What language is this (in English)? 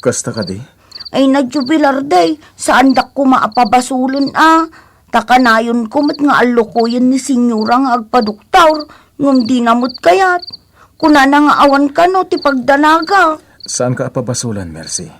Iloko